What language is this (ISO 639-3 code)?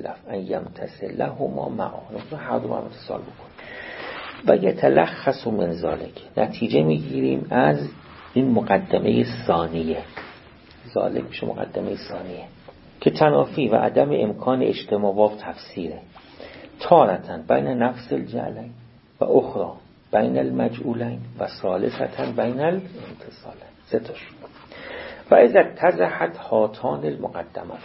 fas